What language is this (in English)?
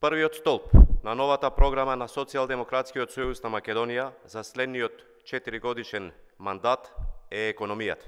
Macedonian